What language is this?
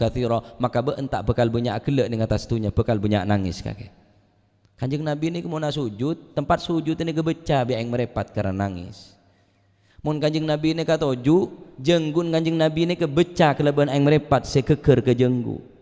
Madurese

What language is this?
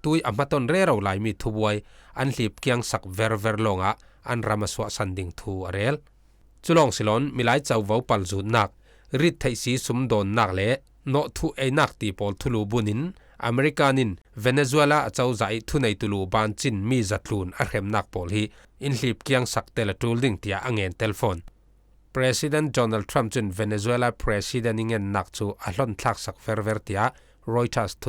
Falam Chin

